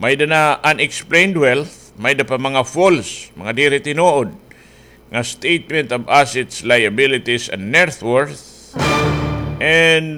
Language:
Waray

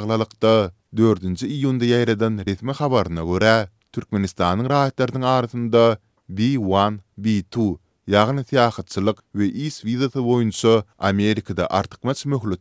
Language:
Turkmen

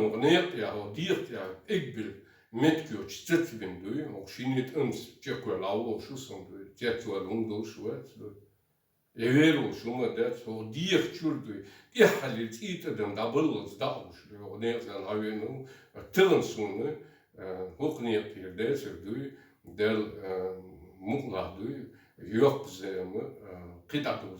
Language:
Chechen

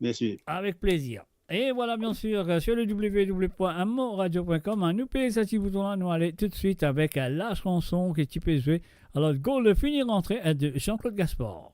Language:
Morisyen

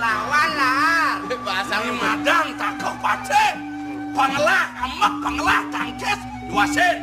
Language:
Balinese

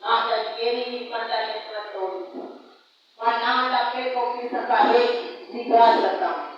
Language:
Minangkabau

